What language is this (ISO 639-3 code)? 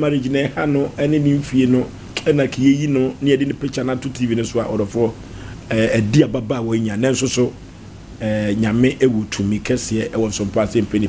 aka